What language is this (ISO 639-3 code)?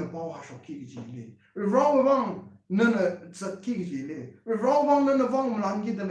nmf